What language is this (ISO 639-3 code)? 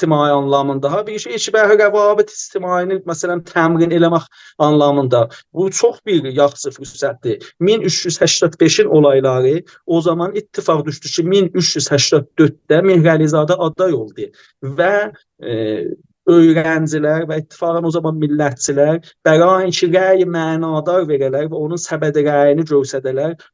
azb